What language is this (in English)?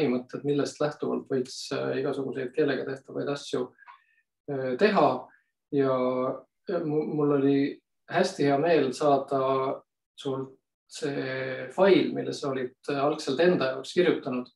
Estonian